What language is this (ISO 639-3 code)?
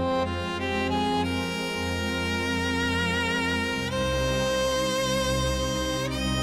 mal